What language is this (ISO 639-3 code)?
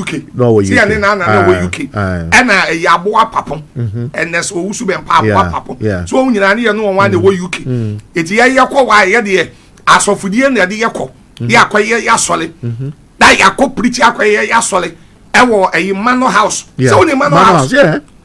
aka